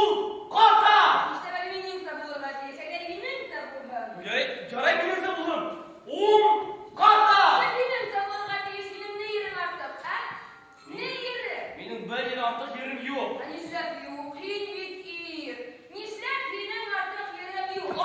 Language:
Bashkir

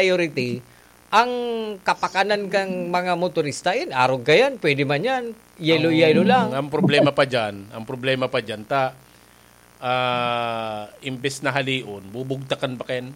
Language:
Bikol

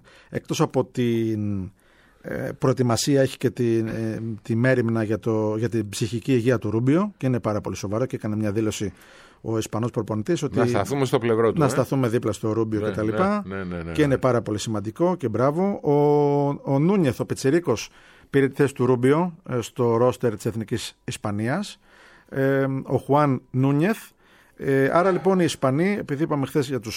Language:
Greek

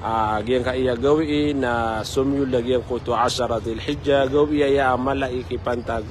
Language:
Maranao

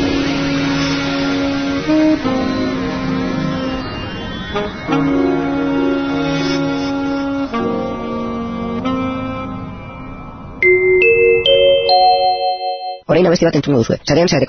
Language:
Basque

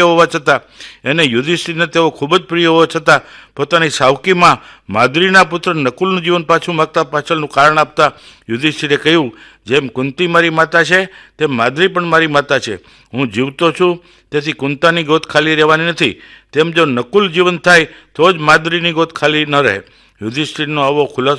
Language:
Gujarati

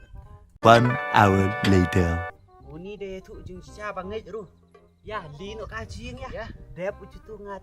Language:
Khasi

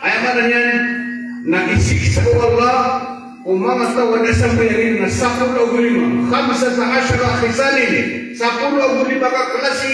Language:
Maranao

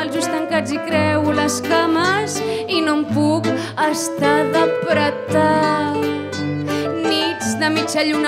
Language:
Catalan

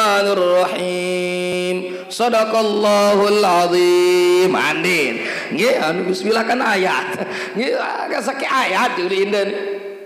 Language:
Sasak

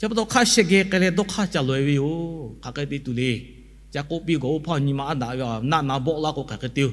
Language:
Lahu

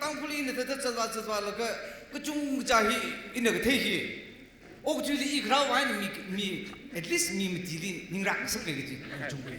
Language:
Tangkhul Naga (India)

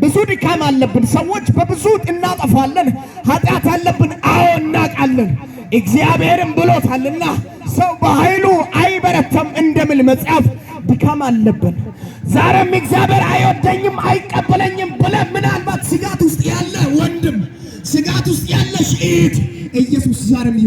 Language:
Amharic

